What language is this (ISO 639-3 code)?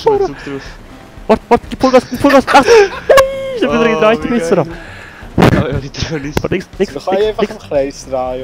gsw